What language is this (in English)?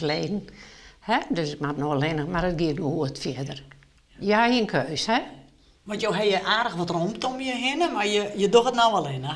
Western Frisian